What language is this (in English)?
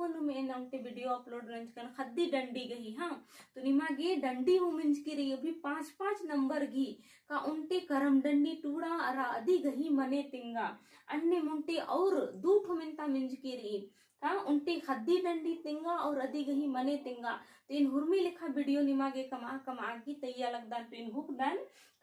Kurukh